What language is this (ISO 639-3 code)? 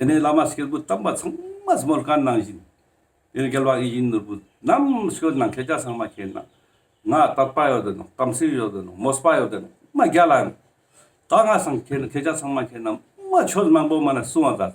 lbj